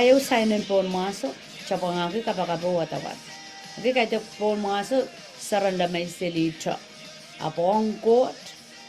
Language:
Pohnpeian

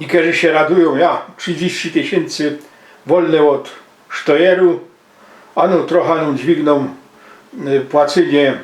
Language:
Silesian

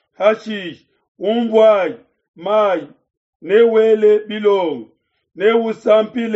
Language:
Luba-Lulua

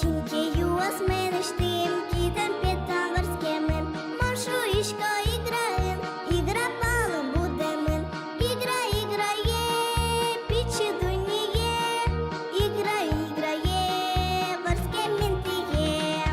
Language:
Udmurt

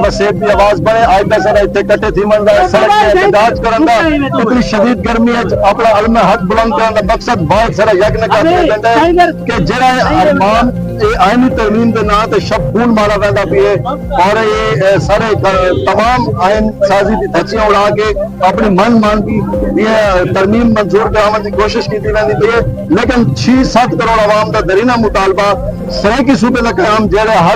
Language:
Saraiki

